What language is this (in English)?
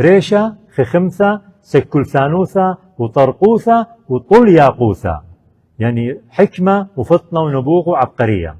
Assyrian Neo-Aramaic